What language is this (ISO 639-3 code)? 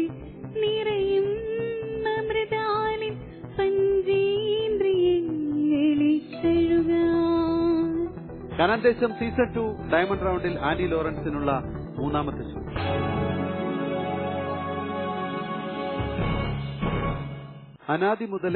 mal